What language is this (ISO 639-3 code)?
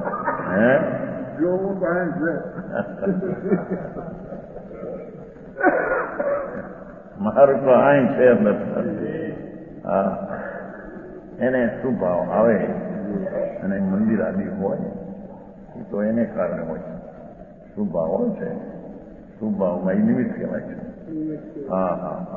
guj